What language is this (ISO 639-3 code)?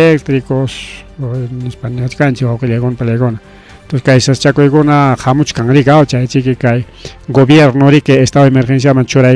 quy